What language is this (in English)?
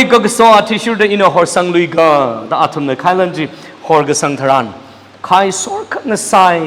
Tangkhul Naga (India)